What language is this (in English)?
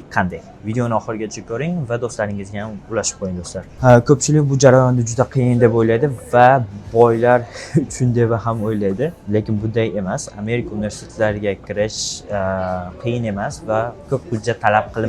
Uzbek